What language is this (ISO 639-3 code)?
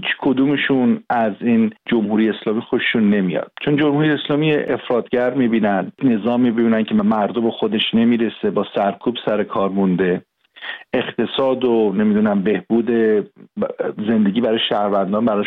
fas